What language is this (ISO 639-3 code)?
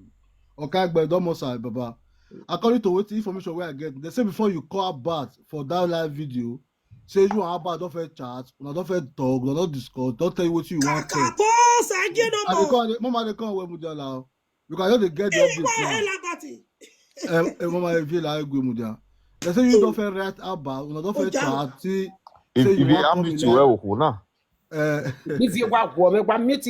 pcm